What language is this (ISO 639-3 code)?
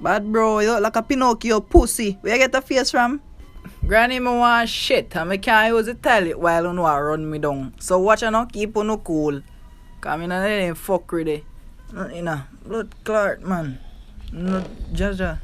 jam